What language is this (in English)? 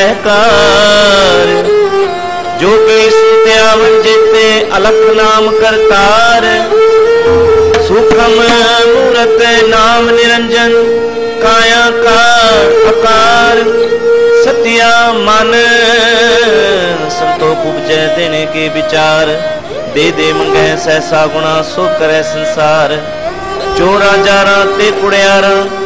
Punjabi